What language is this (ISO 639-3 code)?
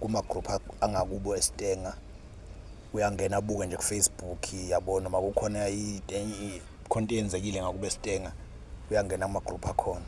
zul